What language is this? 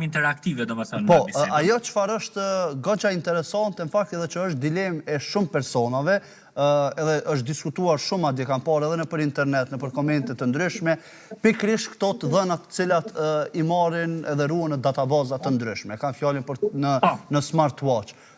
Albanian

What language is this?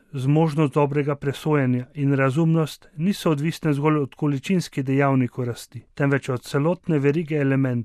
Slovenian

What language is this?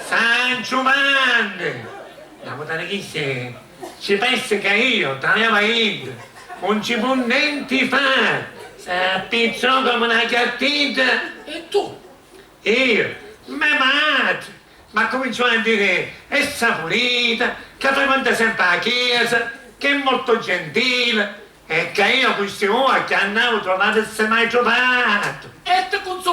Sicilian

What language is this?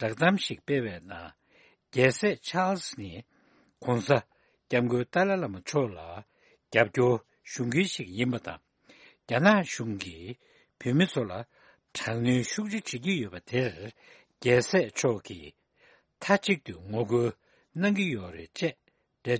Tibetan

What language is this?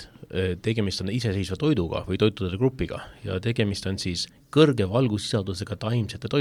Estonian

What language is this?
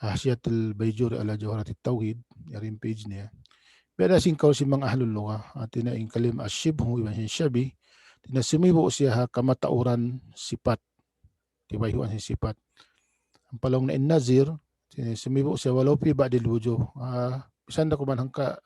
Tausug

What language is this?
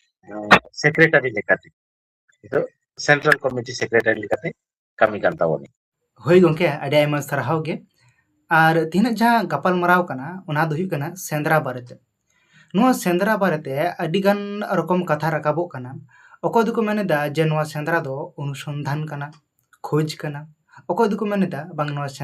Santali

